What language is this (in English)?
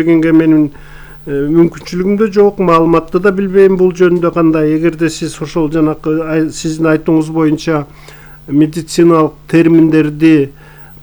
Kyrgyz